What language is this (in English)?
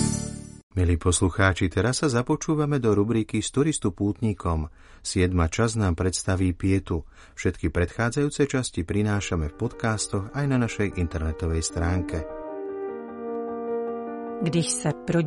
Slovak